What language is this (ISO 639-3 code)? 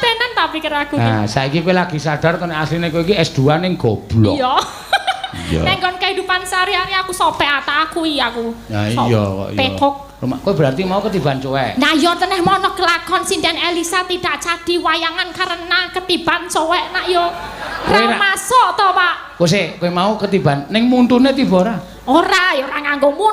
jav